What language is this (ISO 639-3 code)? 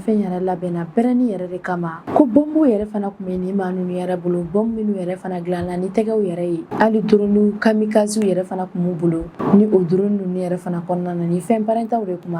bam